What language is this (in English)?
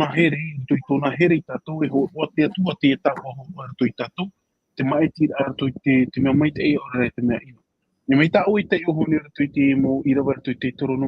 Tahitian